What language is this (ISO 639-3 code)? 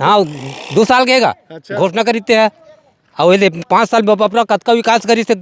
hne